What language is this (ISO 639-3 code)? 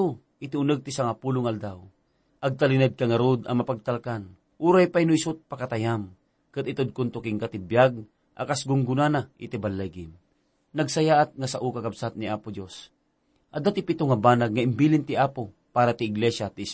ilo